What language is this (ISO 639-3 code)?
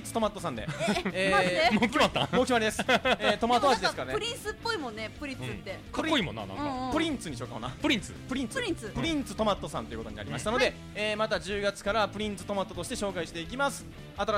jpn